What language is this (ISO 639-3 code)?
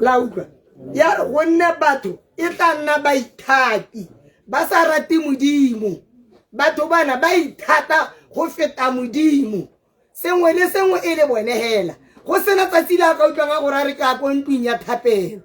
tsn